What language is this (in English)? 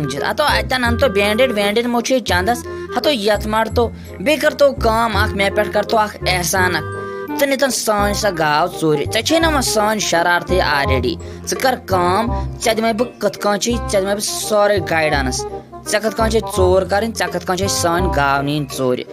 Kashmiri